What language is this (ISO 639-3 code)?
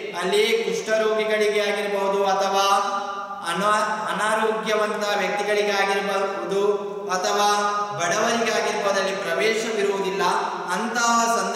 kan